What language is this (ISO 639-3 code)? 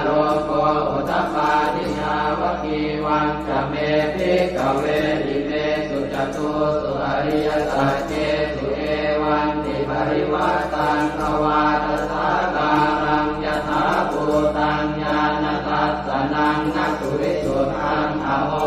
pli